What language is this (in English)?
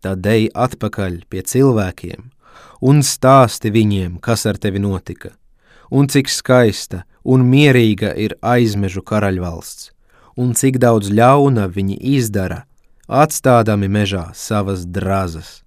Latvian